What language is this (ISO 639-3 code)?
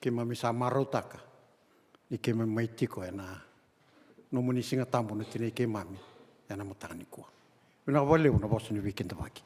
fij